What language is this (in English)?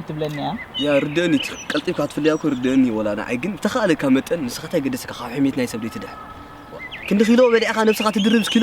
Tigrinya